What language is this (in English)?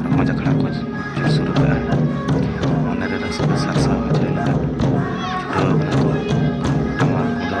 Santali